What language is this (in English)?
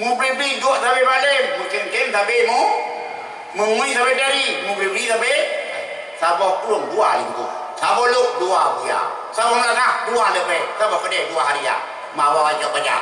Achinese